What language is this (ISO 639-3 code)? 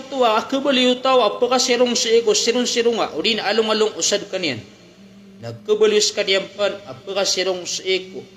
mrw